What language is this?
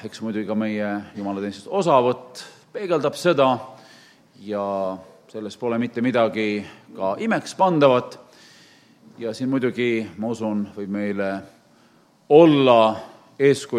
Estonian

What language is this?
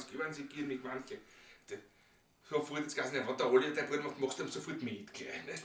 Bavarian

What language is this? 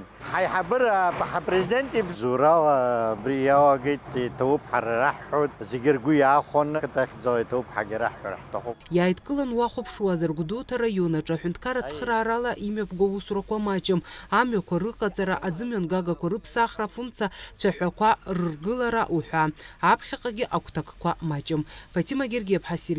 Abkhazian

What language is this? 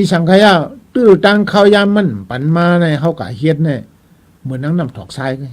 Shan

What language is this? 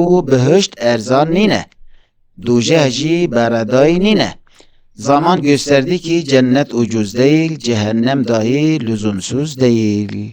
Kurdish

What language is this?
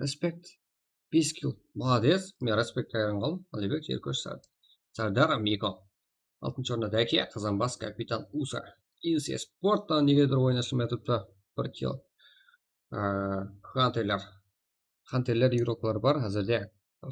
Kara-Kalpak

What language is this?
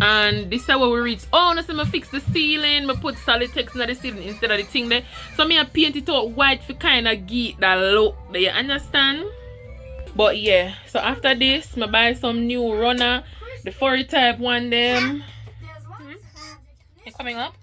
Jamaican Creole English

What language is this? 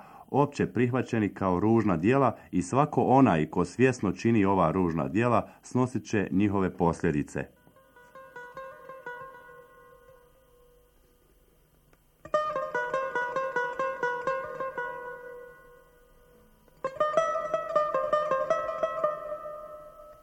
Bosnian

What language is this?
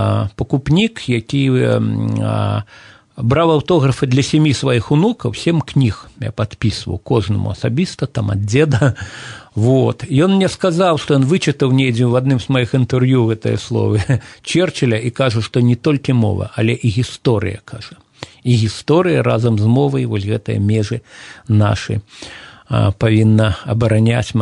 Belarusian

